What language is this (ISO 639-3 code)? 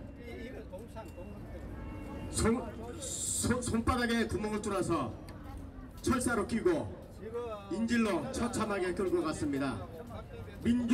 kor